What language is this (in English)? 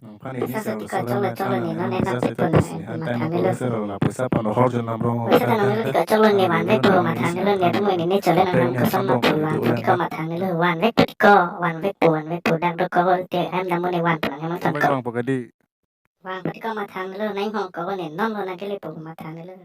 Karbi